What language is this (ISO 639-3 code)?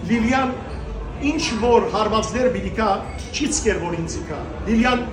hyw